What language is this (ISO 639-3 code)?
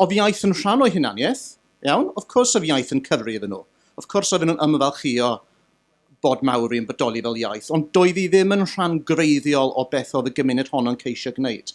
cym